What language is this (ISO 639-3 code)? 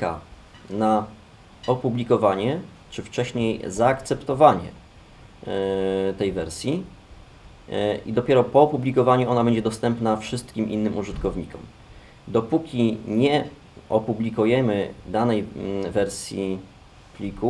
pol